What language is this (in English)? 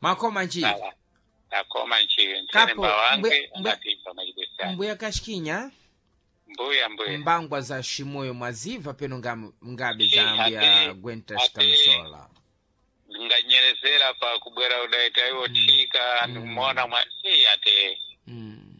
Sena